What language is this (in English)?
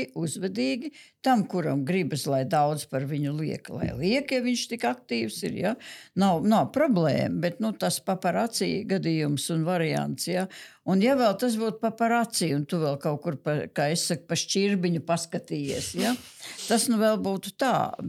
Latvian